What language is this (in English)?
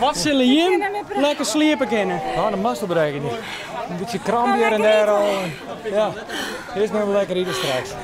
Western Frisian